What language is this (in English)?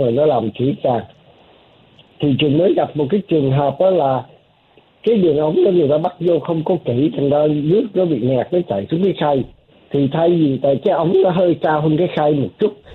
Vietnamese